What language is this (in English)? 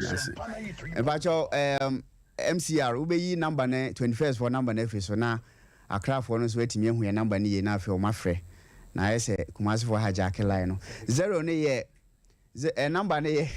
Akan